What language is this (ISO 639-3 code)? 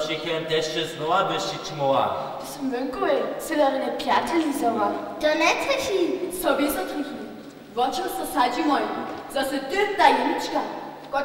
hsb